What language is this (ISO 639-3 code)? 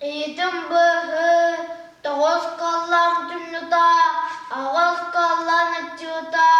sah